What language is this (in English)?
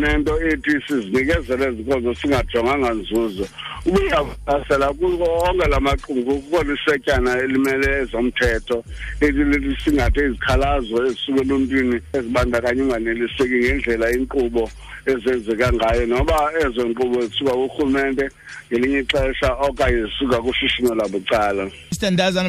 Xhosa